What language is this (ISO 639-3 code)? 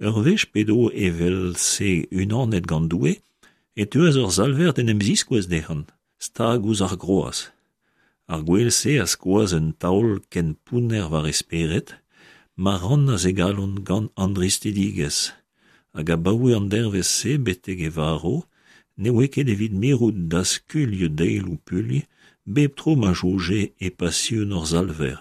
bre